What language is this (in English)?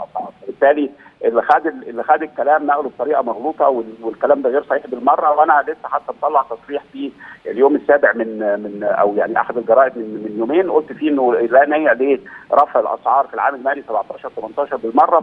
Egyptian Arabic